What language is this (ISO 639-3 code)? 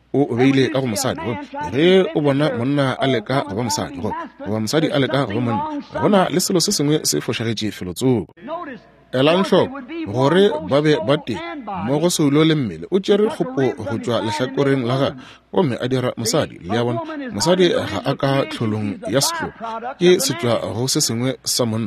nso